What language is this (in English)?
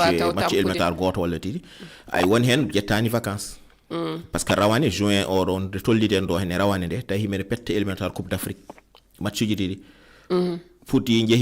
Fula